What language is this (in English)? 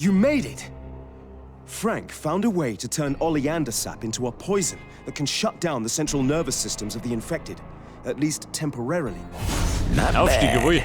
Bavarian